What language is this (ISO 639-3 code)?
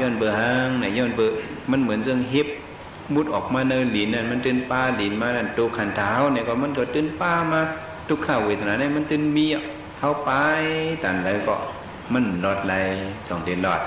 shn